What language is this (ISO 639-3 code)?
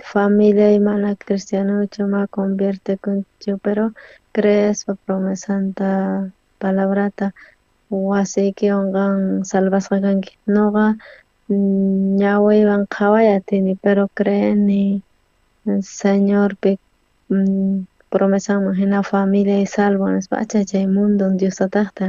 quh